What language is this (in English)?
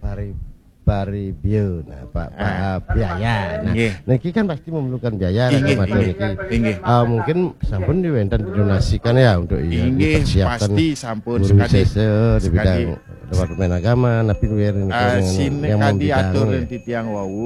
Balinese